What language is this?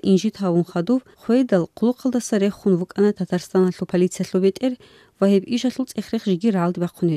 Avaric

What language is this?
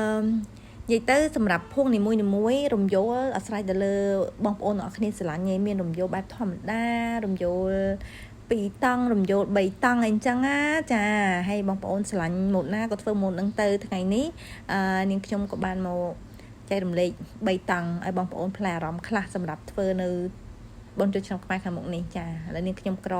Khmer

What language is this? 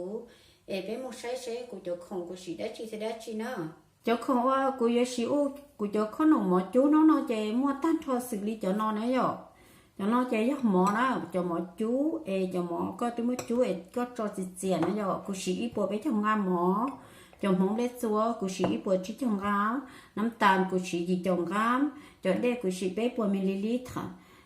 Hmong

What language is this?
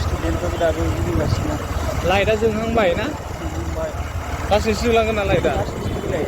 Bodo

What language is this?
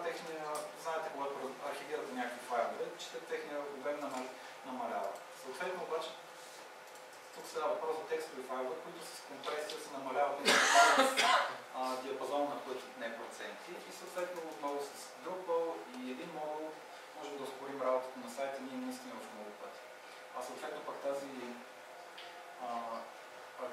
Bulgarian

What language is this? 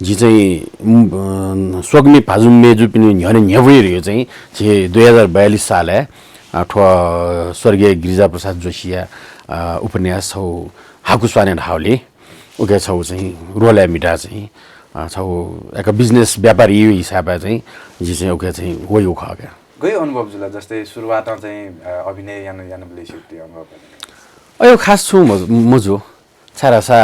Newari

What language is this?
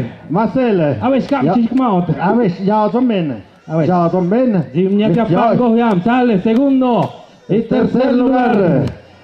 Tlahuitoltepec Mixe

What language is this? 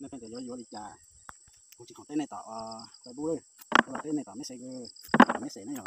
Hmong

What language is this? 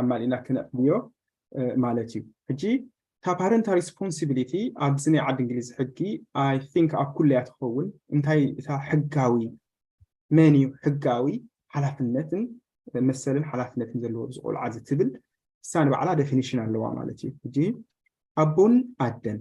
Tigrinya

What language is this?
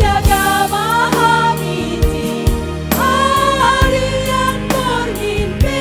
Batak Simalungun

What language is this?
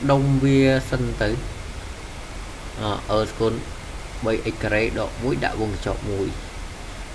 Khmer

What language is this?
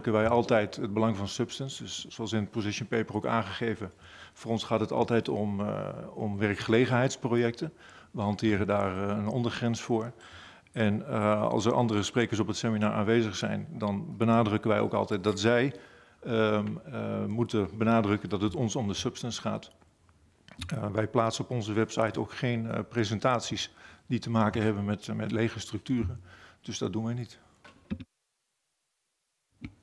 Dutch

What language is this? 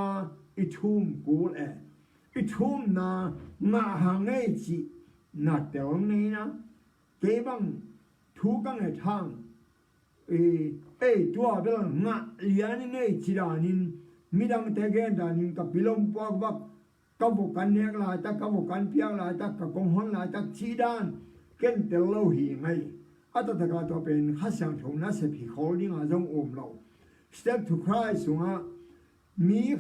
Tedim Chin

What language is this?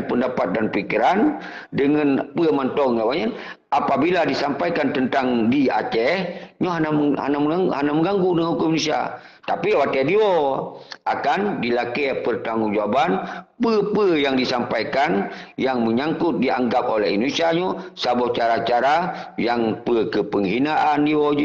Achinese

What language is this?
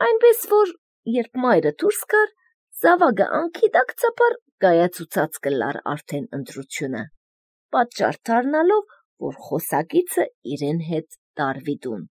Armenian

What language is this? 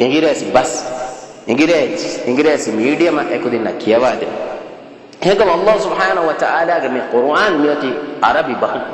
Divehi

